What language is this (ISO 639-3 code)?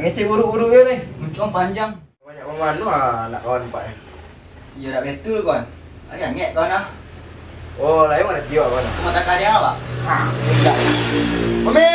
min